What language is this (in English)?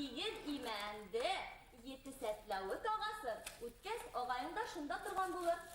Bashkir